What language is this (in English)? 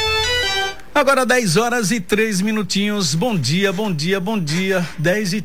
Portuguese